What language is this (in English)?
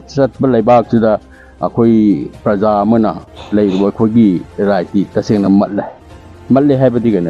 Manipuri